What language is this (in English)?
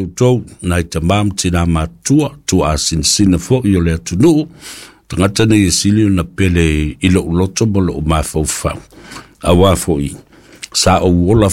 Samoan